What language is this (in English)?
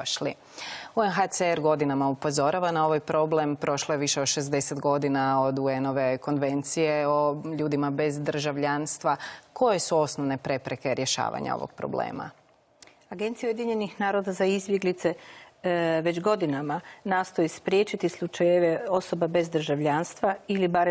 Croatian